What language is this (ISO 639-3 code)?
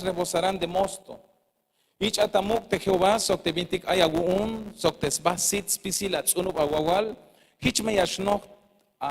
tzh